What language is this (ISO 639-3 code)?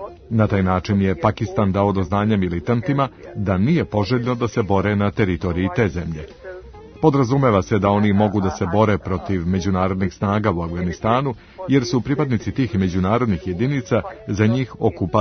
srp